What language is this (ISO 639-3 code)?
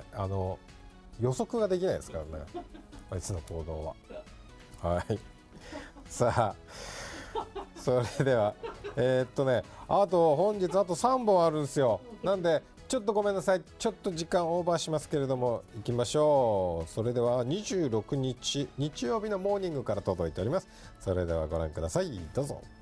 jpn